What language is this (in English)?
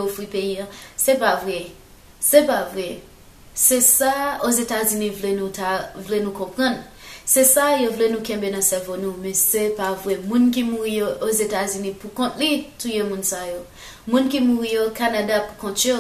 Haitian Creole